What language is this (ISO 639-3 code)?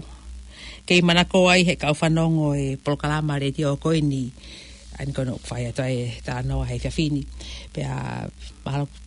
ton